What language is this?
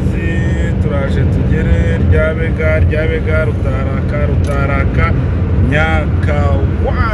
Kinyarwanda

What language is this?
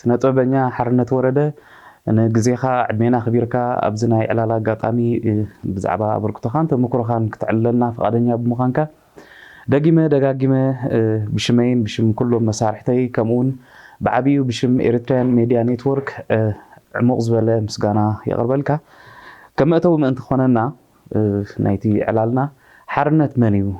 Tigrinya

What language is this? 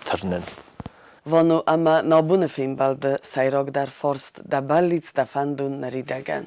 Ossetic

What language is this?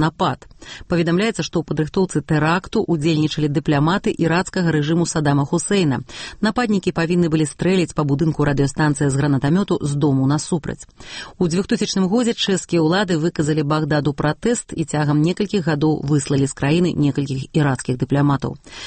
Belarusian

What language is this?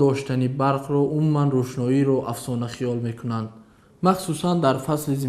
Tajik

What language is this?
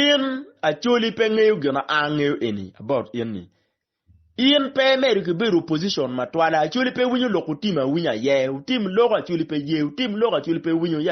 Acoli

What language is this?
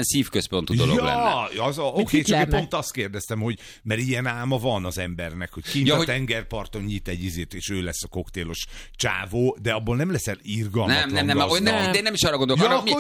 Hungarian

